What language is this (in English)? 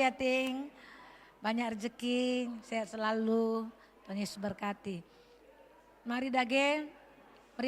Batak Karo